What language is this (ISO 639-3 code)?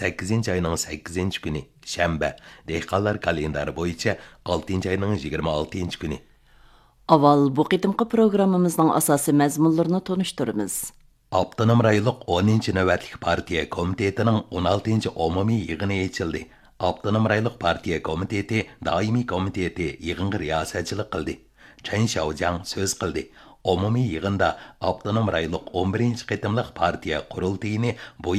uig